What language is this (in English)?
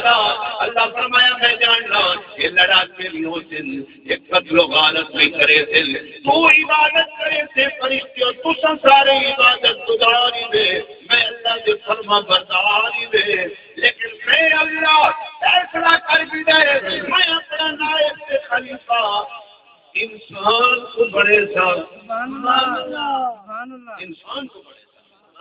Saraiki